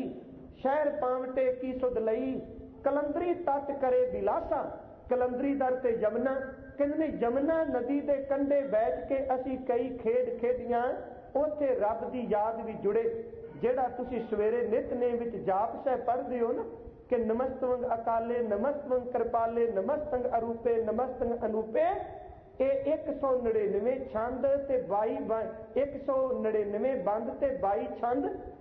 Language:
Punjabi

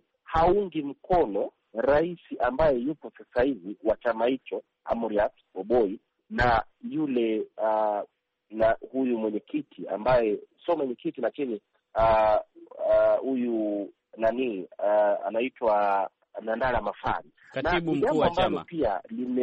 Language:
Swahili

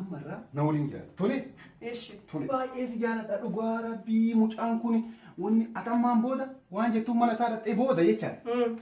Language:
Oromo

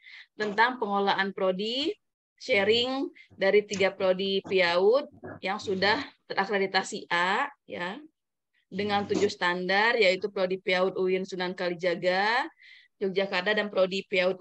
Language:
Indonesian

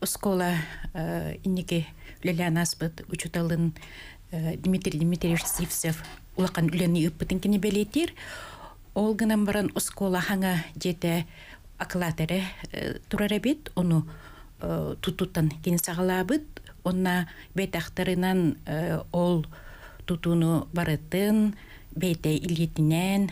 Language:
Yakut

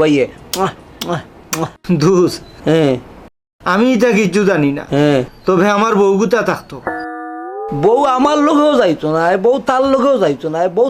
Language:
Sylheti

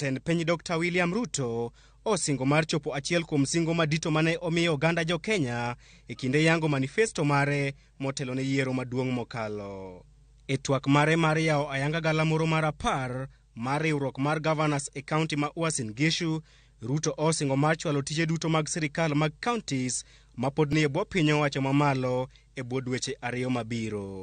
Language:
Luo (Kenya and Tanzania)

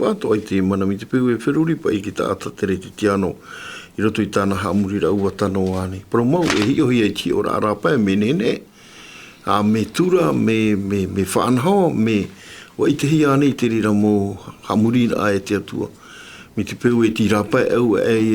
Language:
Tahitian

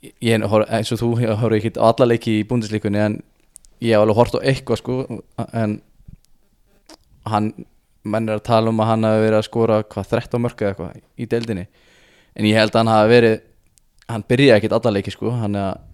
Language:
Icelandic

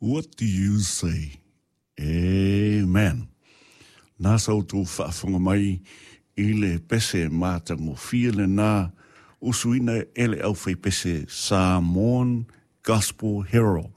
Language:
Samoan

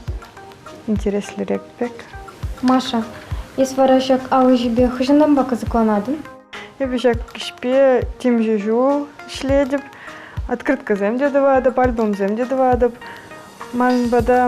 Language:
Chuvash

